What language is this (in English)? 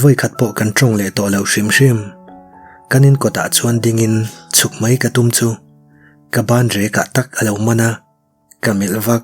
Mizo